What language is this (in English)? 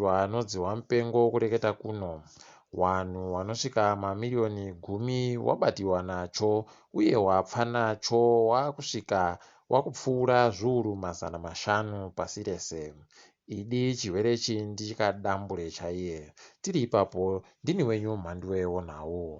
Ndau